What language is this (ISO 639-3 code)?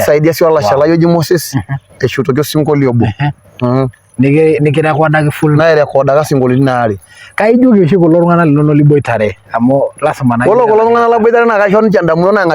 mas